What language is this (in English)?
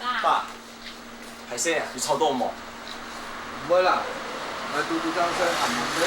Hakka Chinese